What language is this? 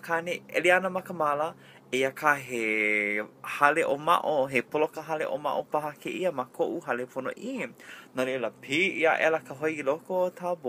Hawaiian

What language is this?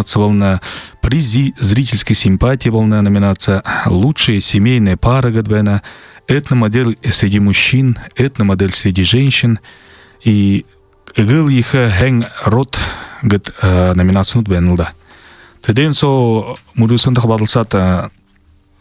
Buriat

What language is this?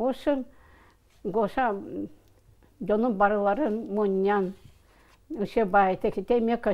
Yakut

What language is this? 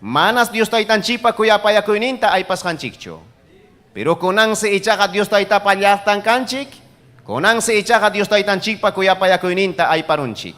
Ayacucho Quechua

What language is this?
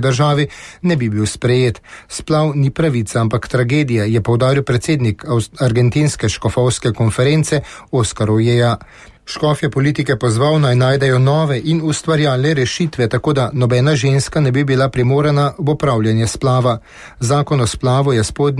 Slovenian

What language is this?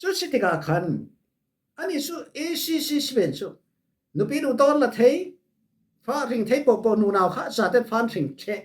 Falam Chin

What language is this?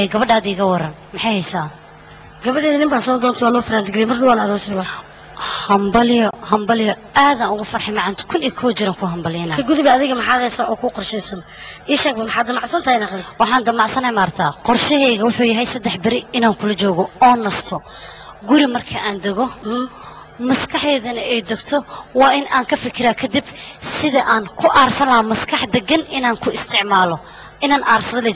Somali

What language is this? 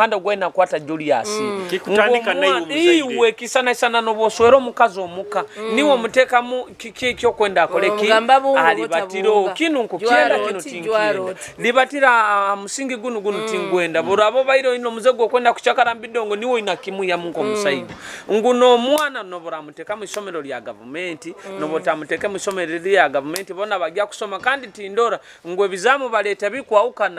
Nyoro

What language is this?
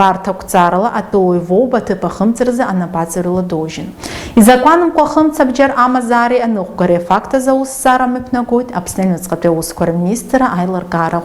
Abkhazian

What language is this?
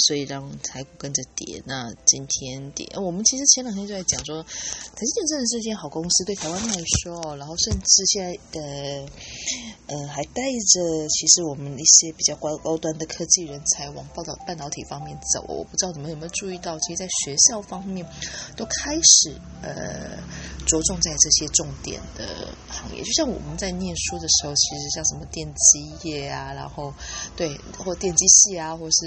Chinese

